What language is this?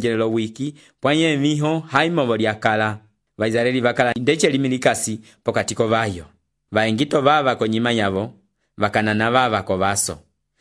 Umbundu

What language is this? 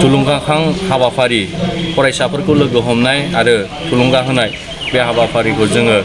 Bodo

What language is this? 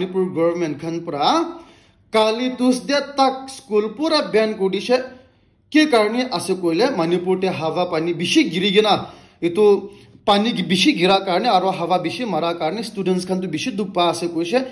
Naga Pidgin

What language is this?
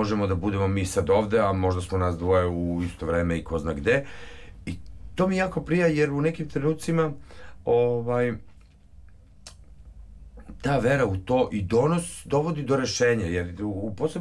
Serbian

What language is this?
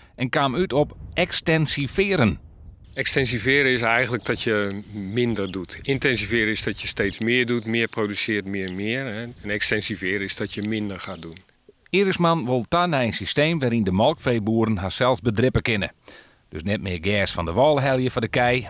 Western Frisian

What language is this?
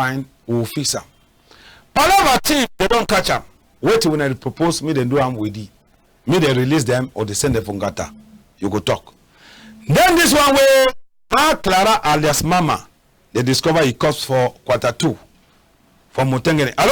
Cameroon Pidgin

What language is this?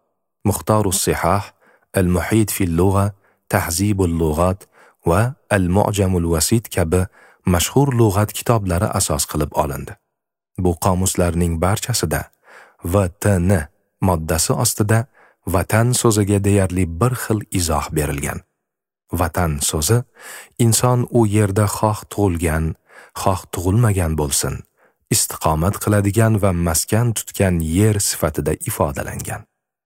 Uzbek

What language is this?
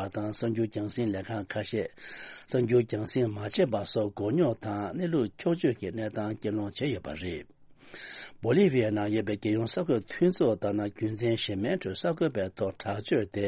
Tibetan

